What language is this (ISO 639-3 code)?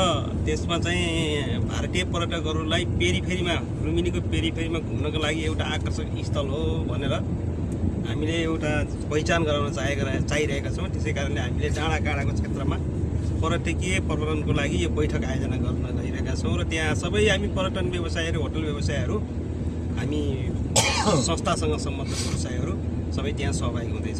nep